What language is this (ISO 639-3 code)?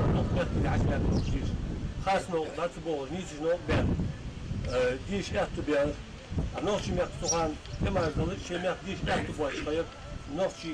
inh